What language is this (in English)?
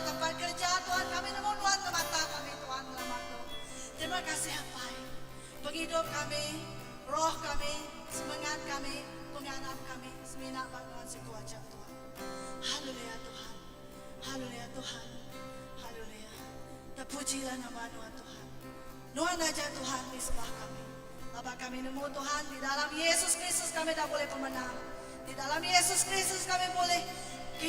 Iban